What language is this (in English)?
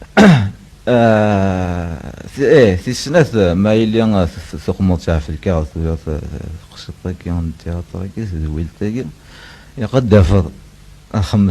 Kabyle